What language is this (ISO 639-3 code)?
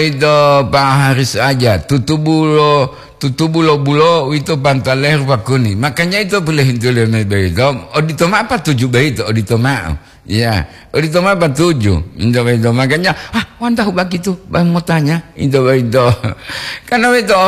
gor